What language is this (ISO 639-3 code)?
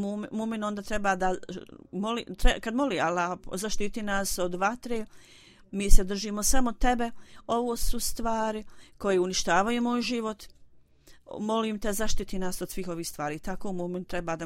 bos